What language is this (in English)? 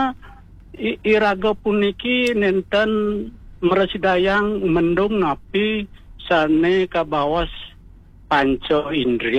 Balinese